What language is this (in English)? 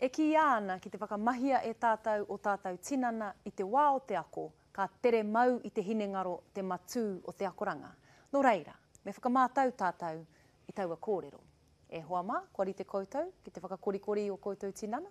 Māori